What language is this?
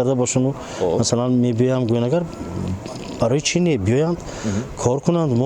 Tajik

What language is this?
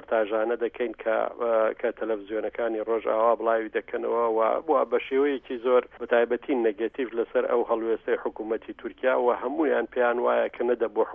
Central Kurdish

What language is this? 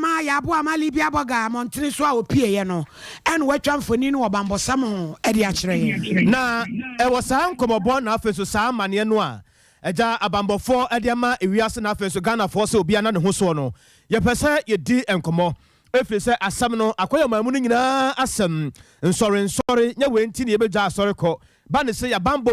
Akan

